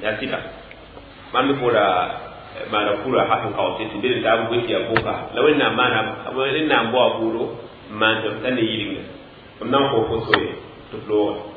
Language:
Mossi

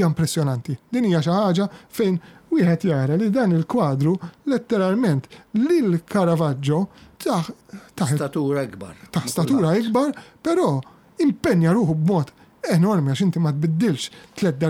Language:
Maltese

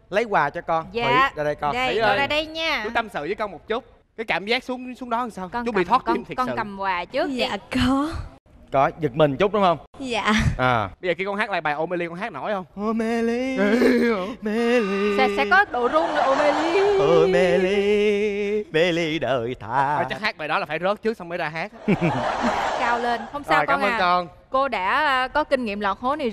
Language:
Vietnamese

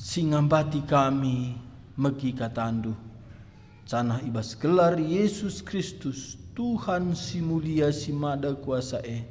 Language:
Batak Karo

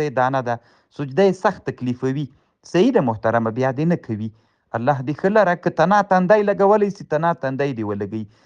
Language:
Pashto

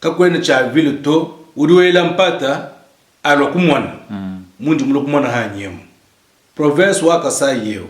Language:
Luba-Lulua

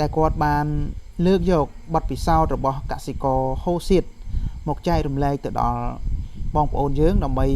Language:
Khmer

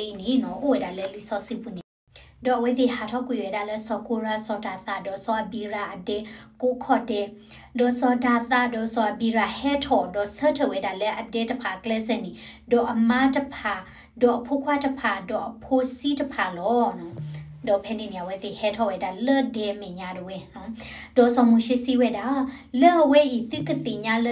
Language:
S'gaw Karen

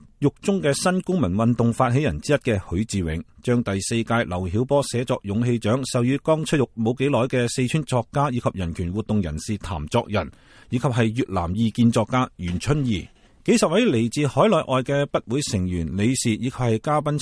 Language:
Cantonese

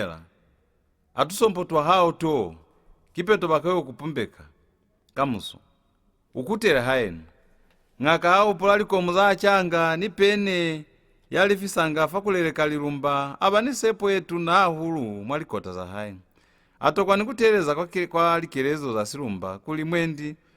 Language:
Lozi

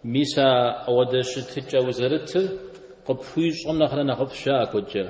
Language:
Kabardian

